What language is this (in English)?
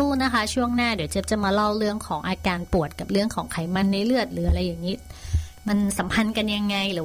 Thai